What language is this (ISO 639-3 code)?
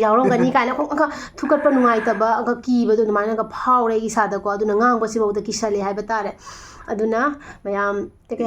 mni